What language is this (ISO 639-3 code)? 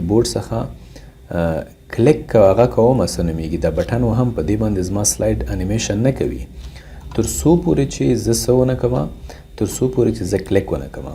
pus